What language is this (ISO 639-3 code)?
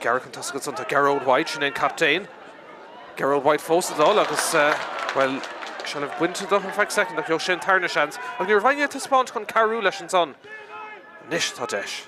gle